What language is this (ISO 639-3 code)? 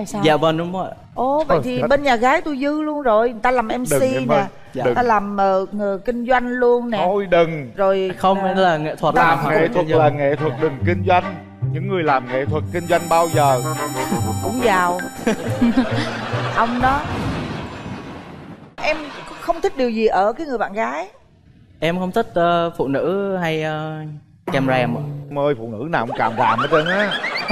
vie